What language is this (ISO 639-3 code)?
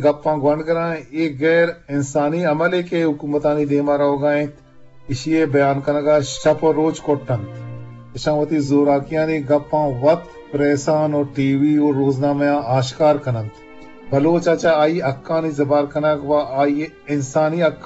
bgp